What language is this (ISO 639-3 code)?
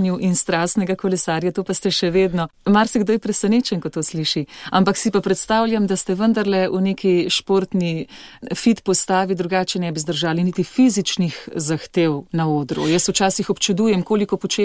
slv